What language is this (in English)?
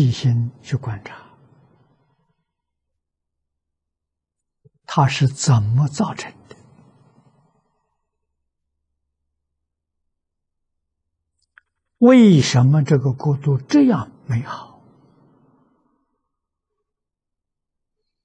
Chinese